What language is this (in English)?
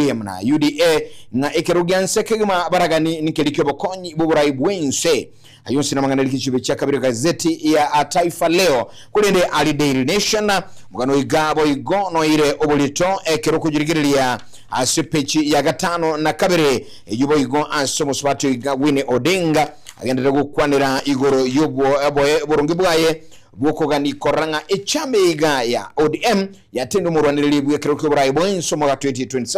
Gusii